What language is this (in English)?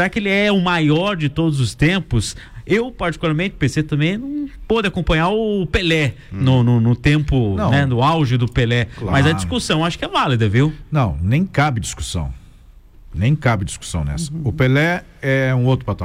Portuguese